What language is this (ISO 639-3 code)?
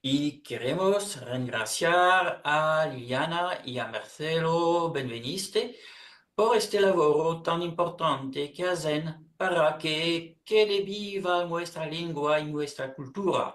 lad